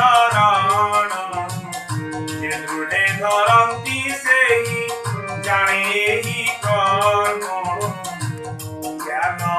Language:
Odia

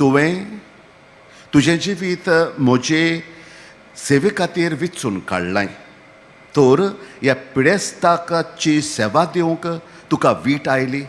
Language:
Konkani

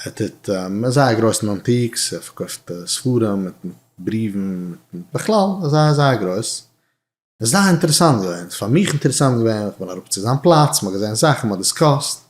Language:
Yiddish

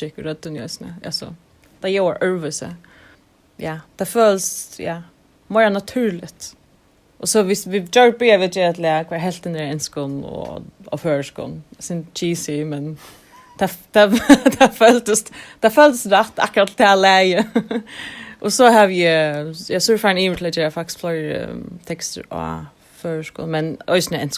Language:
Faroese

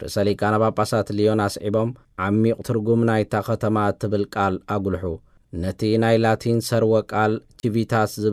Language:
Tigrinya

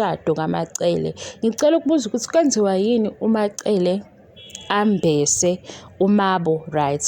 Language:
Zulu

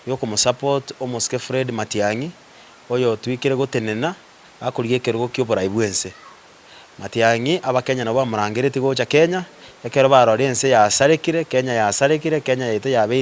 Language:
Gusii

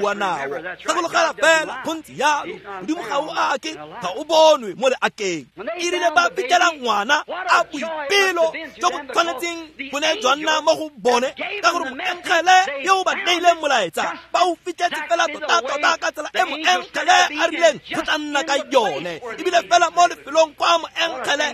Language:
Tswana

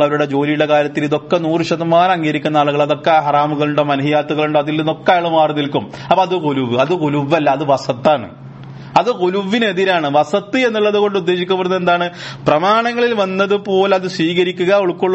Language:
Malayalam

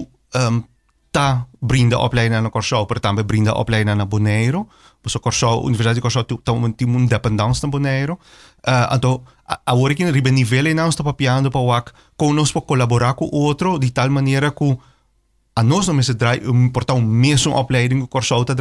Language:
Papiamento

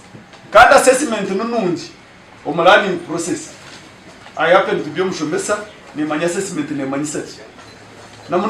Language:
Nyankole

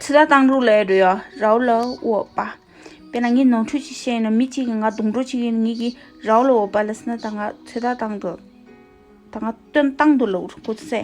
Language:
Tibetan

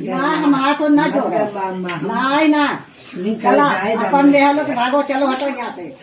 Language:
Awadhi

